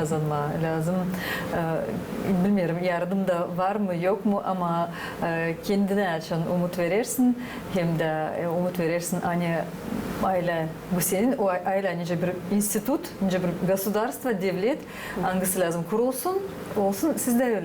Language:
Gagauz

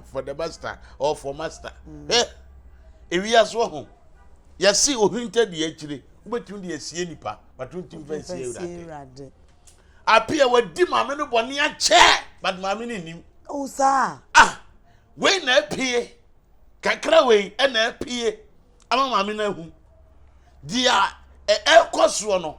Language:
Akan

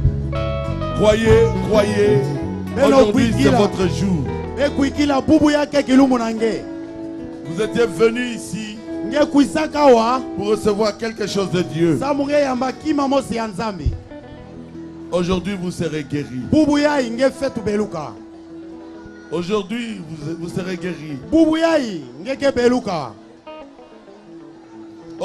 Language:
French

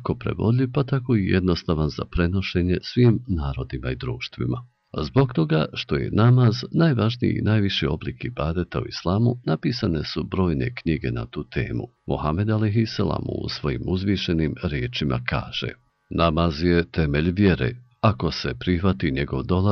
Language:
Bosnian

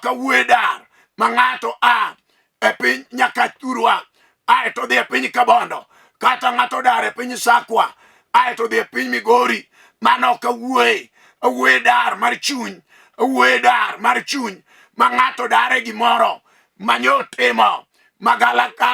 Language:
Luo (Kenya and Tanzania)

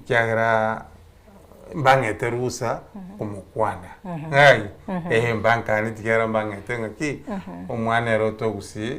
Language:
Gusii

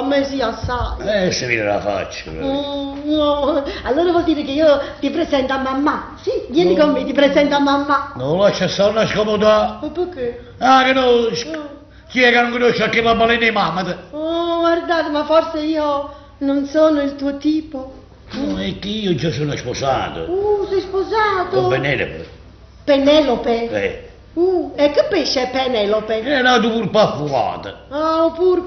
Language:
Neapolitan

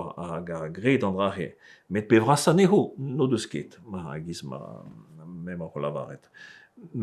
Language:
Breton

